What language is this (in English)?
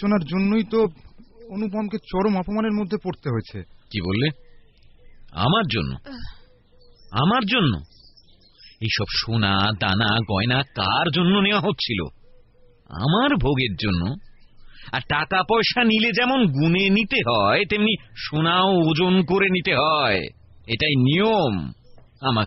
Bangla